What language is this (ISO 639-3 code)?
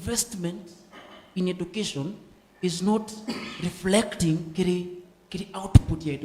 mer